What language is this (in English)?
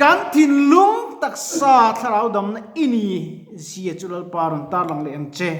Mizo